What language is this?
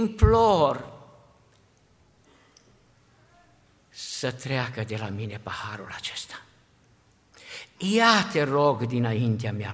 Romanian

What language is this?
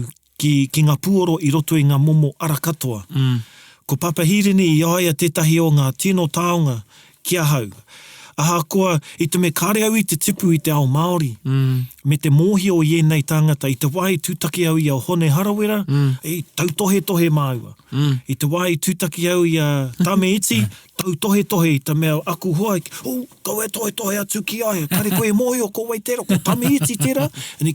Māori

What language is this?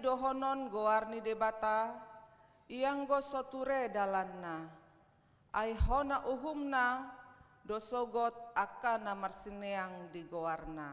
Batak Toba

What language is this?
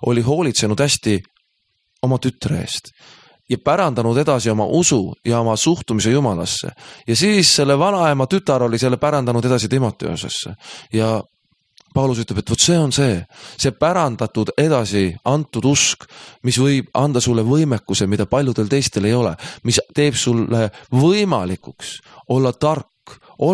Estonian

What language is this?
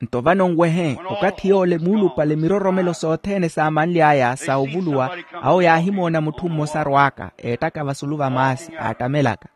Makhuwa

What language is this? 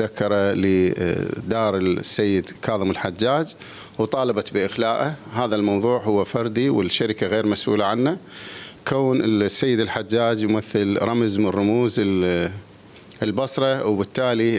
Mesopotamian Arabic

